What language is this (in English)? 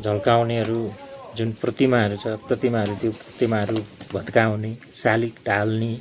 Nepali